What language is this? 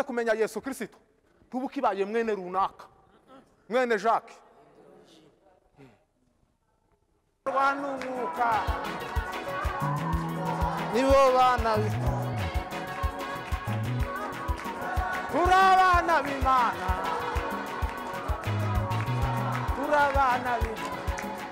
Kinyarwanda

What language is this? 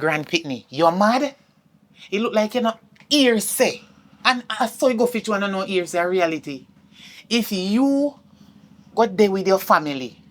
Jamaican Creole English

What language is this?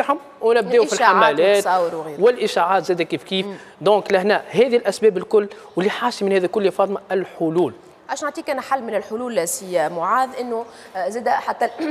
Tunisian Arabic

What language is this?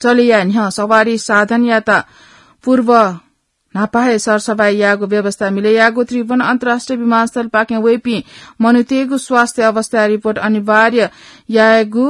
Newari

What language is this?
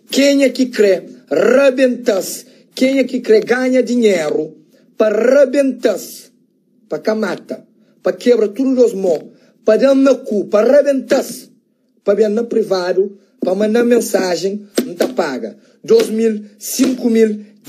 Kabuverdianu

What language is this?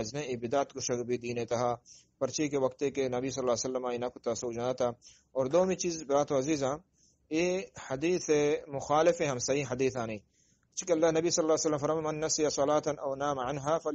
Eastern Balochi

